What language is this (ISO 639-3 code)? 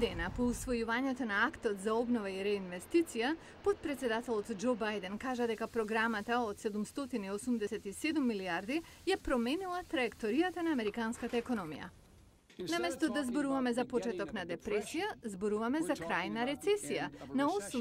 mkd